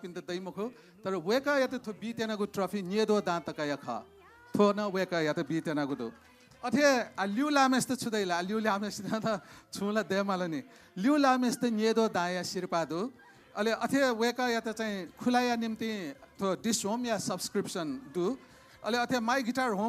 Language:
Newari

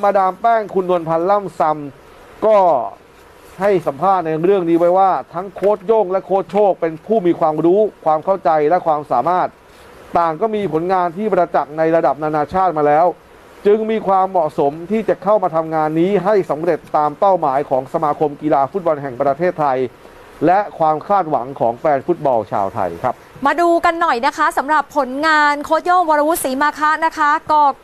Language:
Thai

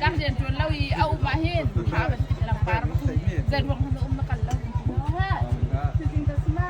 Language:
Hakha Chin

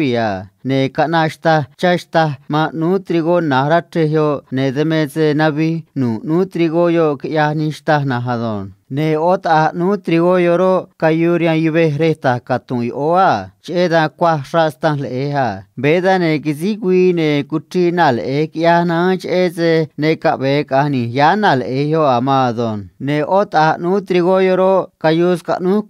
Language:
Copala Triqui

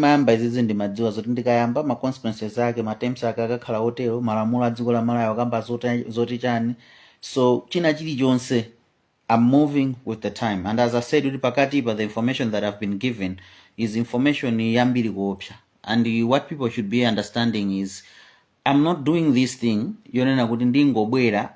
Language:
Nyanja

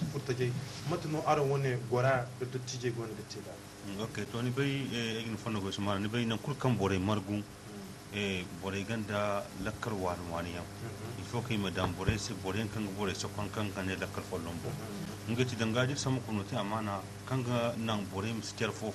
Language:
Zarma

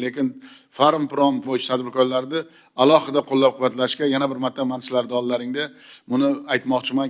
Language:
Uzbek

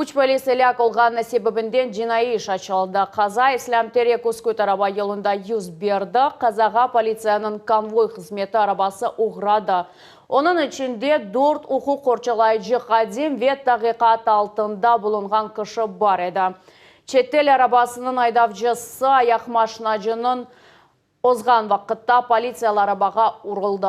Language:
Crimean Tatar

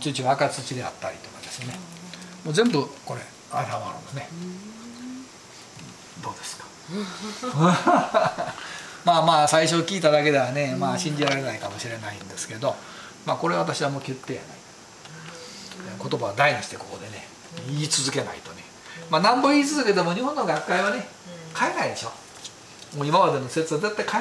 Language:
Japanese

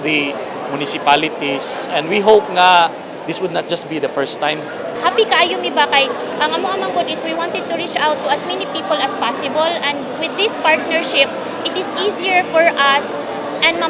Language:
Cebuano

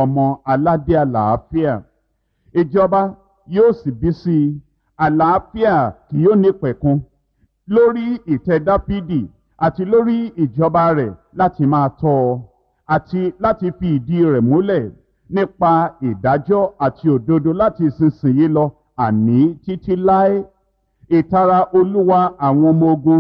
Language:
Yoruba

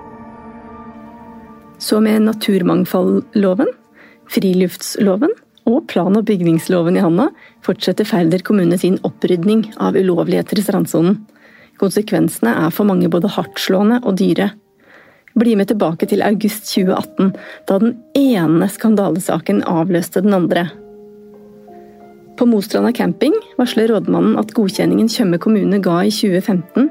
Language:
Norwegian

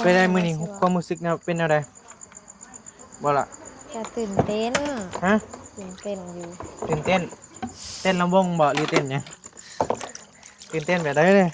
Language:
Northeastern Thai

